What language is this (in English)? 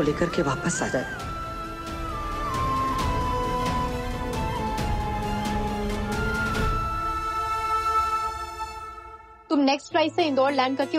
Hindi